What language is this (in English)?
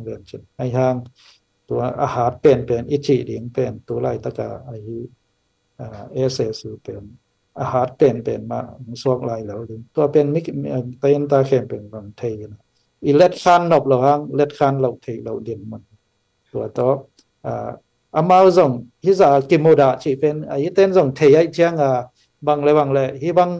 Tedim Chin